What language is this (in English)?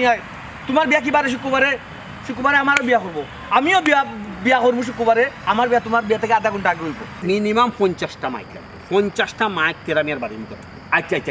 Sylheti